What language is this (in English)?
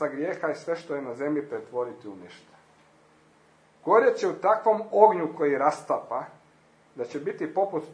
Croatian